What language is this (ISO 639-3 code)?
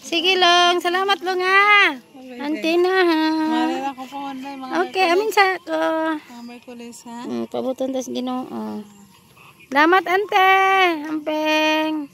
ceb